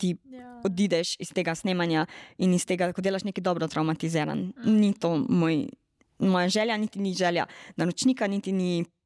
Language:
Slovenian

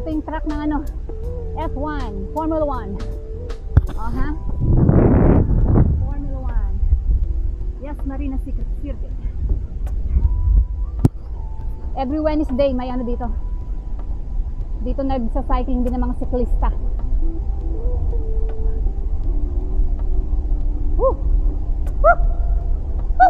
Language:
Filipino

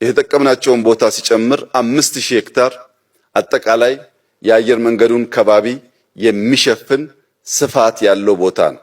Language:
Amharic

